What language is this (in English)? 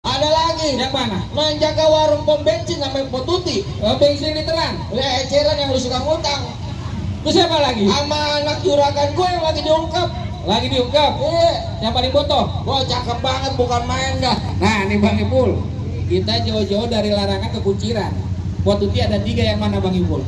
Betawi